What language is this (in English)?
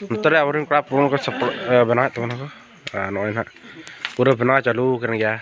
Santali